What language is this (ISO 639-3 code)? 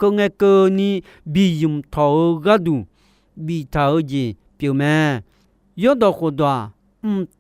ahk